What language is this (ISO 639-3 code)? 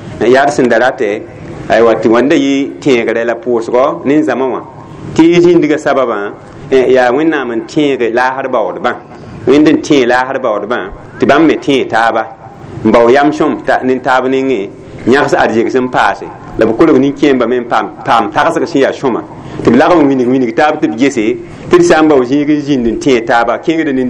mos